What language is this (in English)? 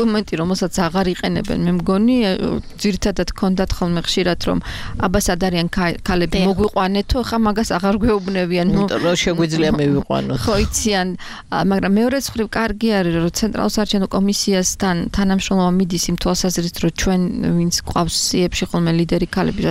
Georgian